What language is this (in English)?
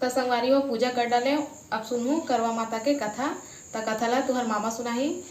Chhattisgarhi